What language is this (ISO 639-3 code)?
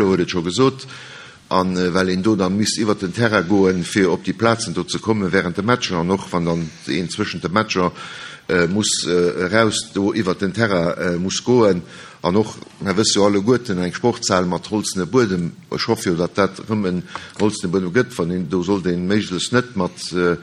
ltz